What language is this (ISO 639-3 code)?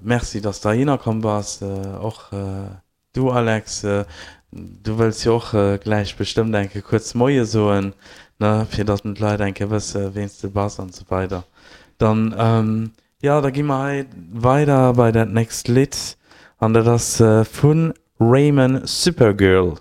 ltz